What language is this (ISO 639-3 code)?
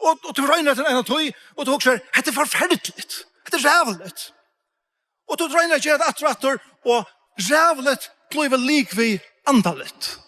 fao